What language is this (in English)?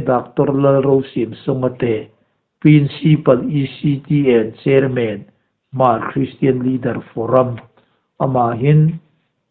Hmar